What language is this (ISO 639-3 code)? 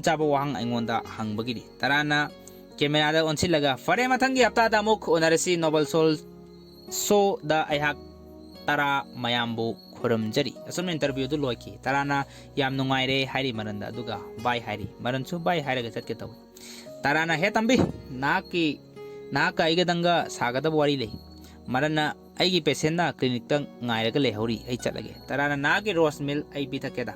mni